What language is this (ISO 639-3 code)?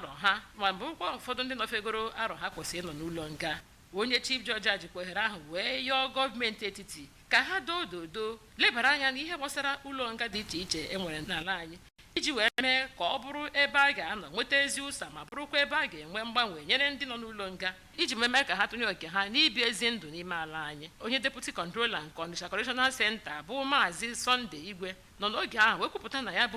ibo